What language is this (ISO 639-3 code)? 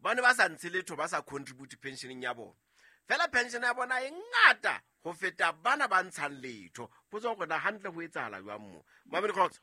sot